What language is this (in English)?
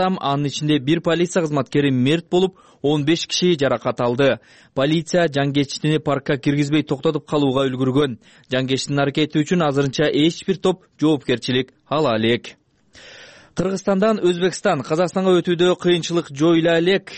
Kyrgyz